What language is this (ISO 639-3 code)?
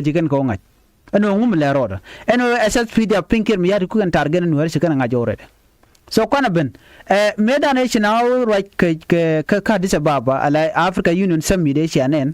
nus